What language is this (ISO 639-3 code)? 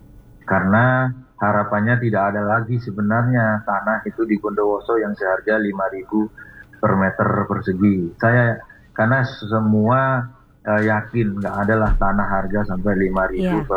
ind